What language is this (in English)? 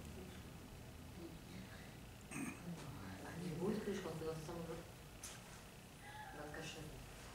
Russian